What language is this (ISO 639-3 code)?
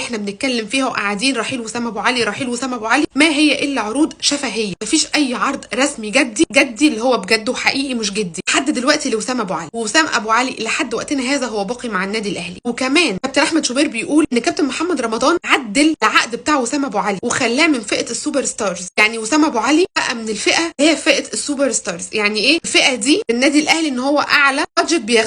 arz